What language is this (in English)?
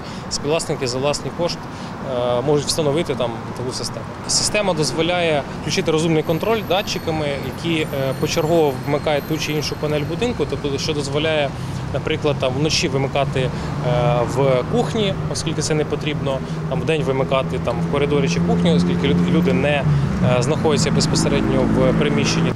Ukrainian